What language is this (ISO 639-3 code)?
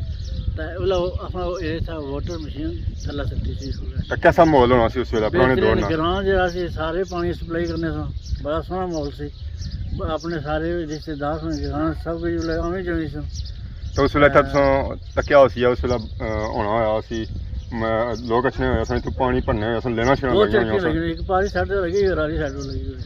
phr